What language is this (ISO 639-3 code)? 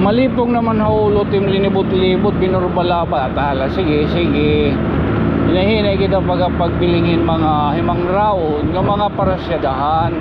war